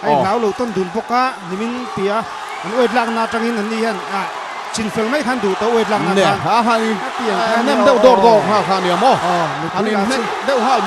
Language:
Mizo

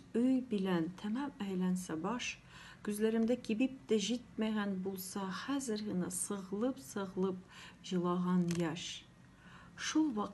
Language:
Tatar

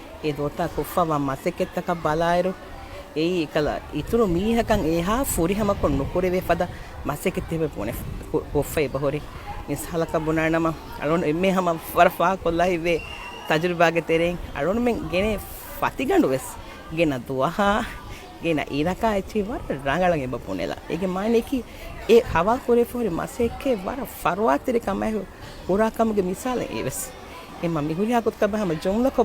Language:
Divehi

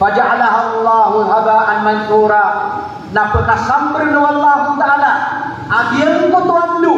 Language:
Maranao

